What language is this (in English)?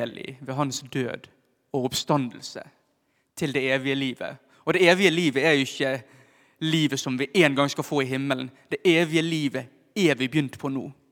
Norwegian